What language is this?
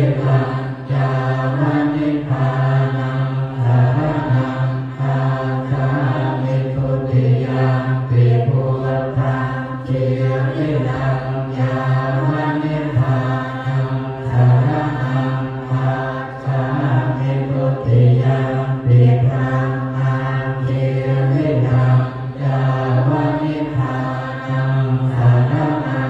Pali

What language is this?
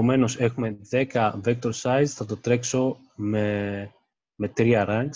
Greek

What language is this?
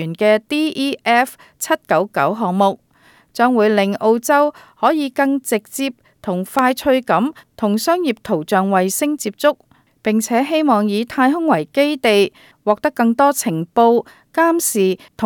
Cantonese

